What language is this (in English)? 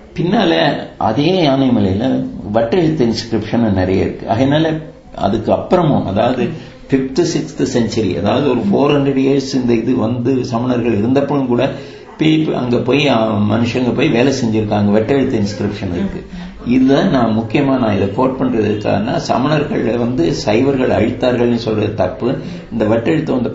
Tamil